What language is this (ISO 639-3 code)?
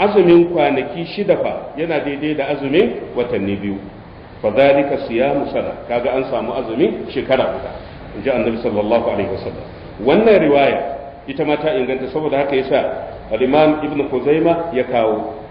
hau